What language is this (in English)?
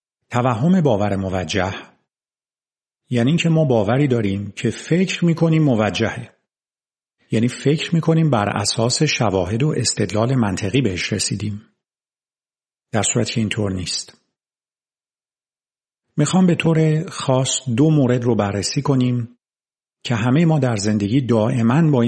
Persian